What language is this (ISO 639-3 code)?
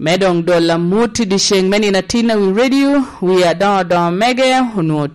laj